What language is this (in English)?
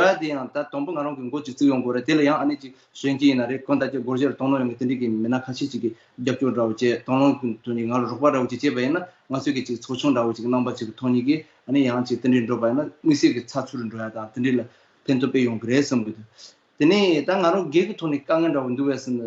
Tibetan